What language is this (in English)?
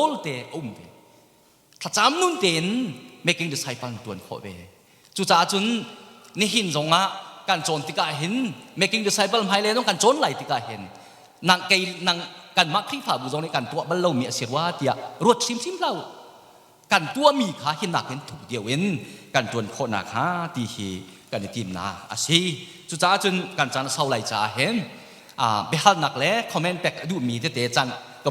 Hakha Chin